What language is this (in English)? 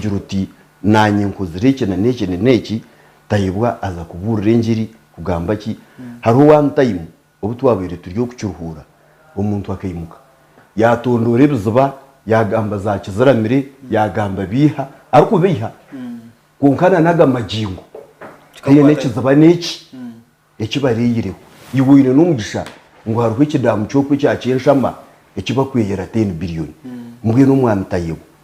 Nyankole